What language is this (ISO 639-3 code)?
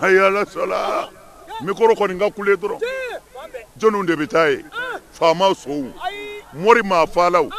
bam